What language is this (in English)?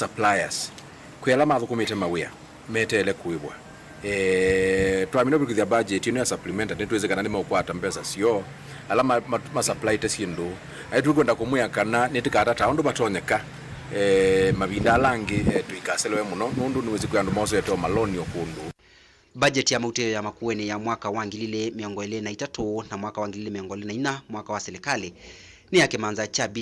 Kamba